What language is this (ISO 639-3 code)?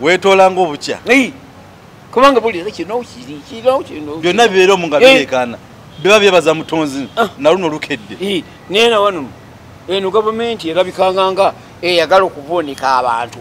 lug